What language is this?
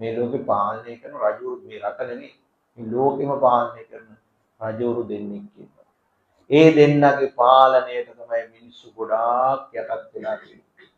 Sinhala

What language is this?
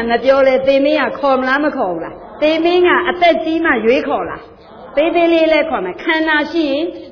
Burmese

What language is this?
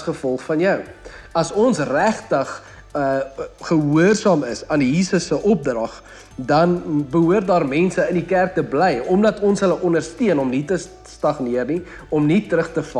Afrikaans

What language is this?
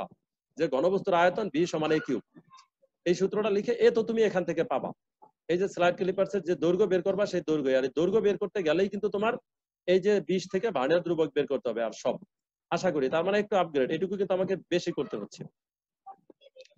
Bangla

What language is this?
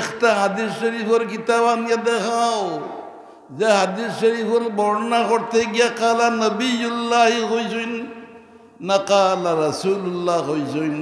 Sylheti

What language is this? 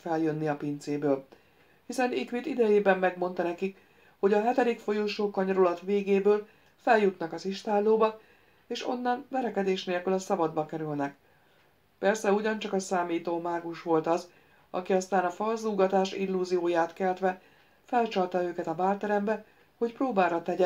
Hungarian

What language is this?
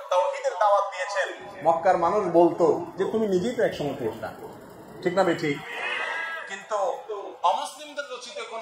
Bangla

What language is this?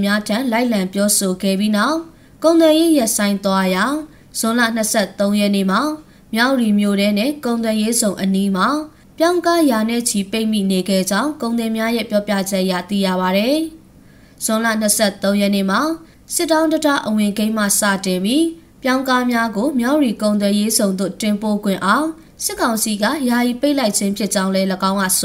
Burmese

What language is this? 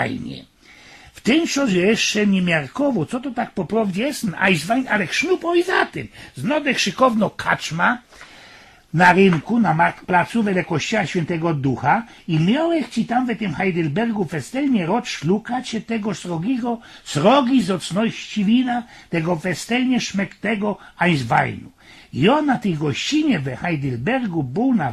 Silesian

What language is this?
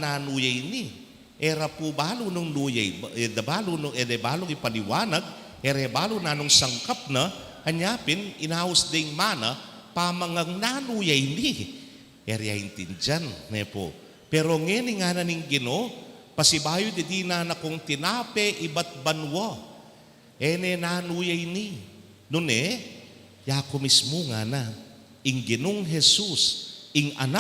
Pampanga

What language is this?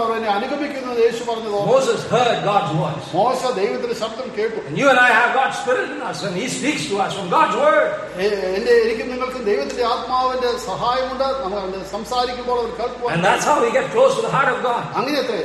Malayalam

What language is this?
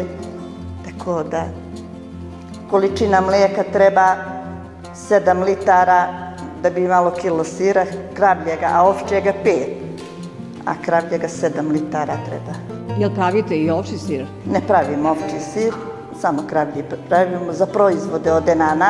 Serbian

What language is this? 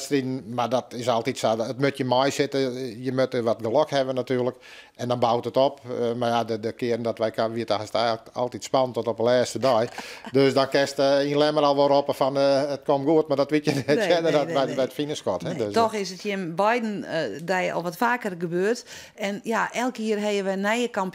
Western Frisian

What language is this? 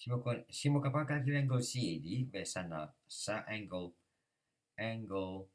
Morisyen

